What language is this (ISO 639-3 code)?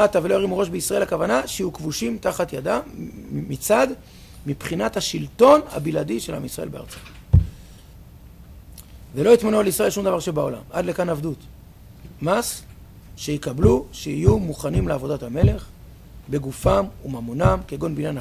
heb